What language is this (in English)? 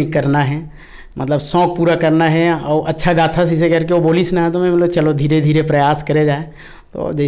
Chhattisgarhi